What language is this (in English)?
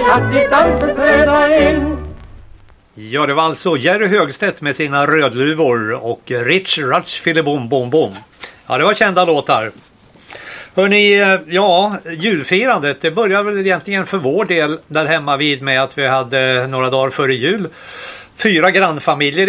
Swedish